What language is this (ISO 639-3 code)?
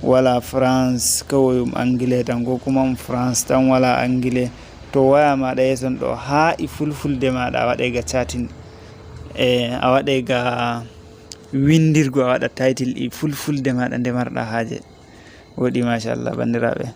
ful